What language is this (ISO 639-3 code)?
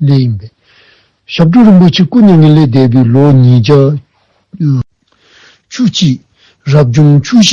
dzo